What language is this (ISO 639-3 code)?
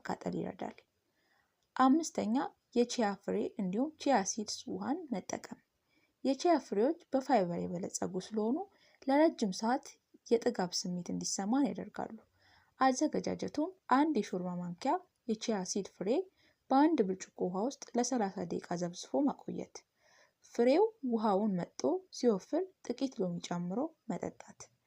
amh